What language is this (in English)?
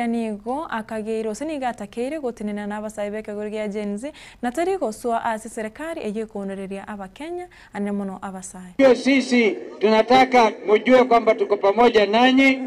Gusii